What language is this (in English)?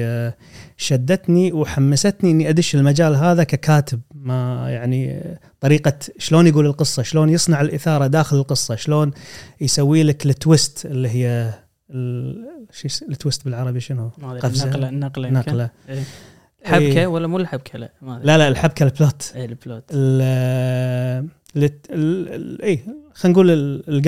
Gulf Arabic